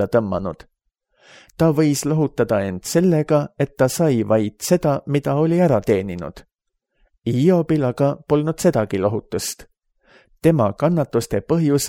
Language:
Estonian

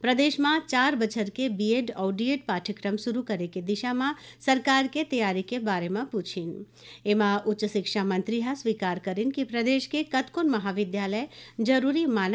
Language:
Chhattisgarhi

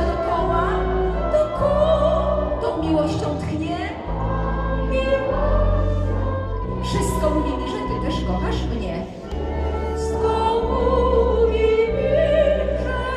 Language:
Polish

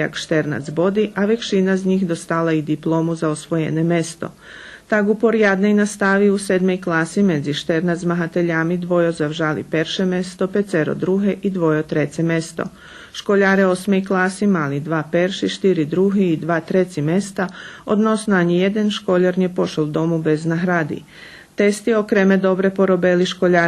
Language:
Rusyn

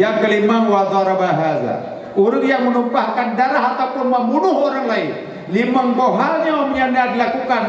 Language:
Achinese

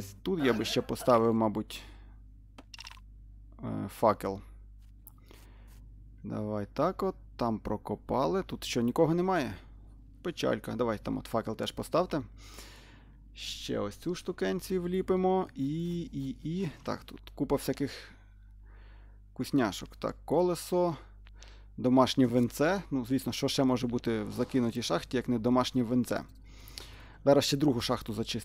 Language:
Ukrainian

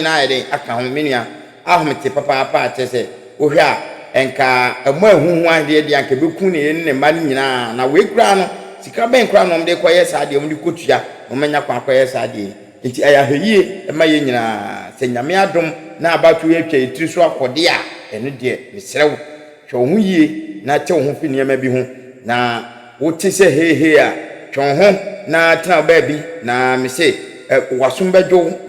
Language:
Akan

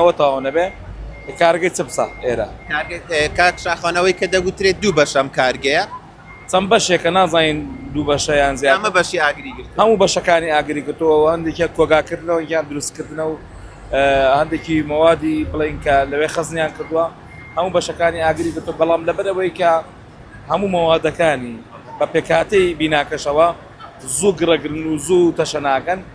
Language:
Central Kurdish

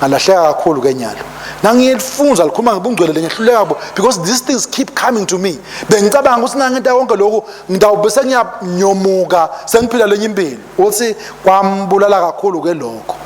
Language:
Swati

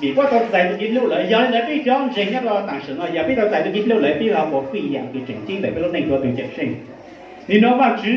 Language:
Hmong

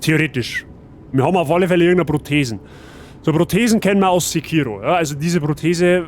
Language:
Bavarian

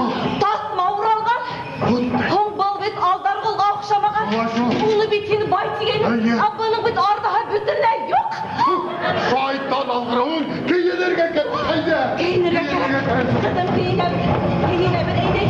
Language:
Bashkir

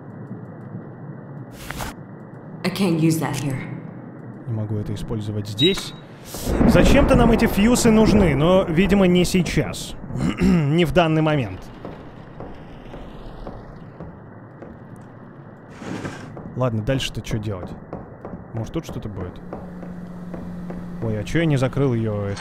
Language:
Russian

